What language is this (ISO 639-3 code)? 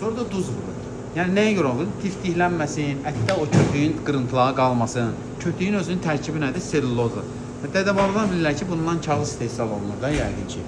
aze